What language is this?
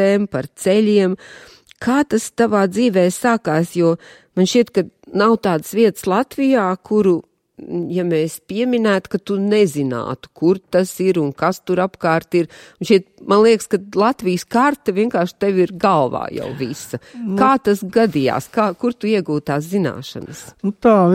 Latvian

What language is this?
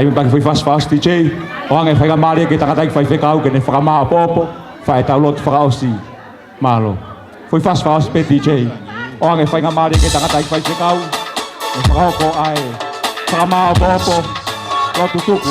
Tongan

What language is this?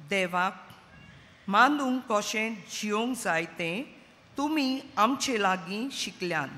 Konkani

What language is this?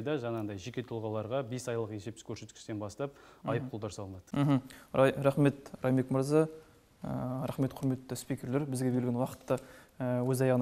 Kazakh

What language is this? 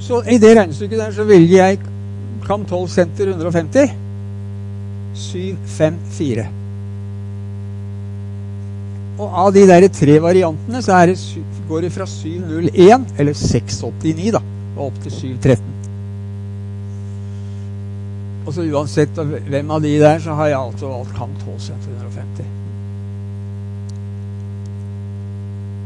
Norwegian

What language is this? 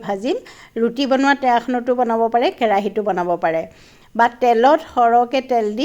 Assamese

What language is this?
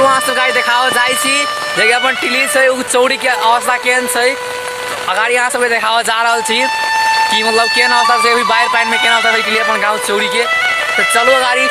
Maithili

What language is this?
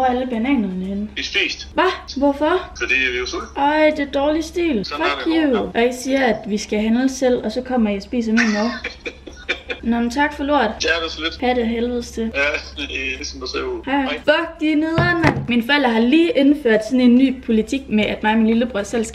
Danish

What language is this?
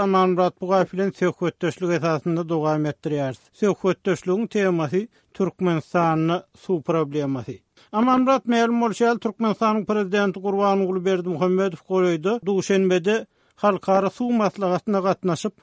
Turkmen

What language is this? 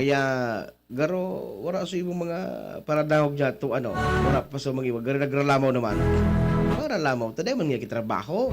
Bikol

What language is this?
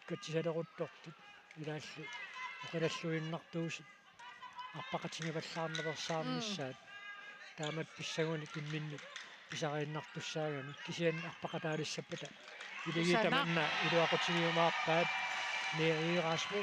Kalaallisut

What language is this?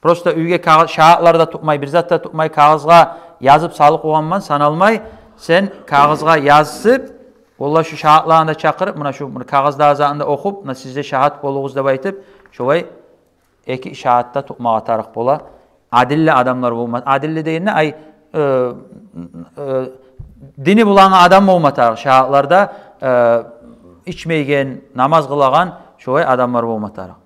Kumyk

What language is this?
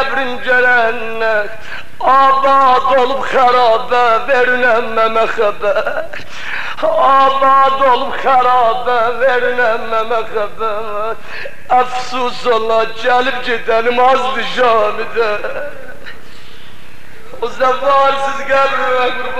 Turkish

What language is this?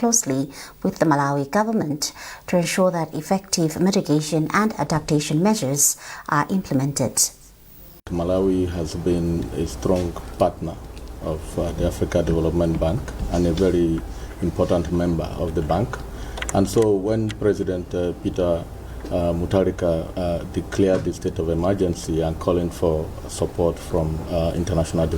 English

